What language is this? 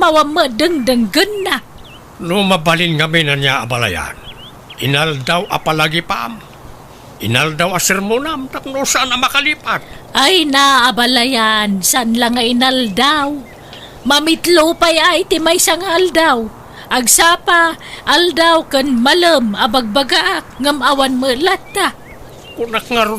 Iloko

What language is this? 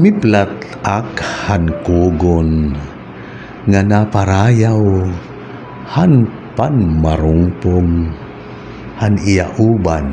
Waray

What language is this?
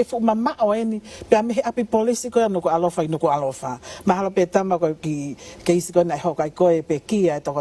Tongan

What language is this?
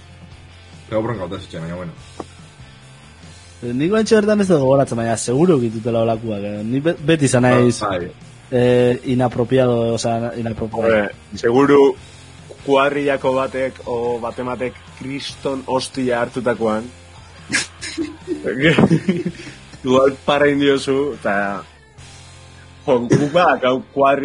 Basque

